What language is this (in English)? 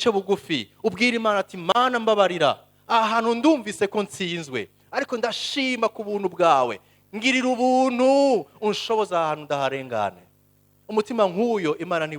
Rundi